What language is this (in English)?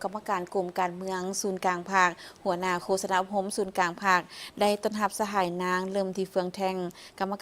Lao